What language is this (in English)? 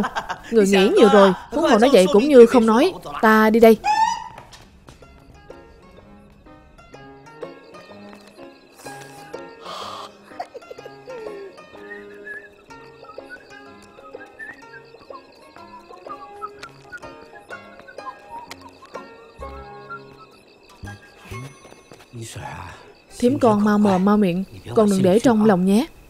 Vietnamese